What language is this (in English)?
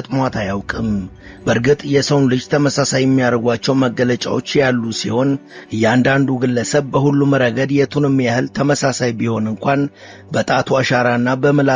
Amharic